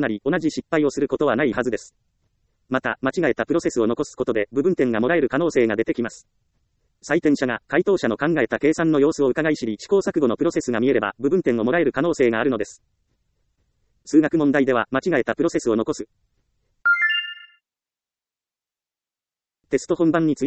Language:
Japanese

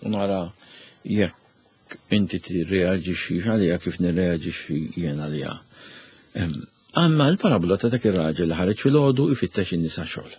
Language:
Maltese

